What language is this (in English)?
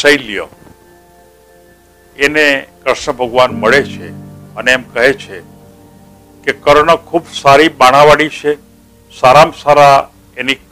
Gujarati